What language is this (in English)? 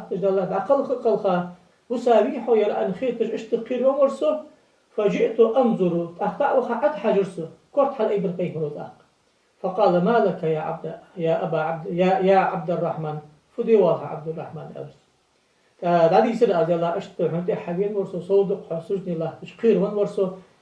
Ingush